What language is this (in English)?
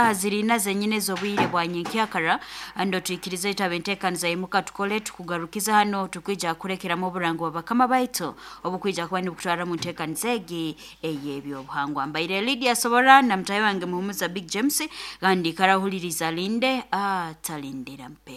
Nyankole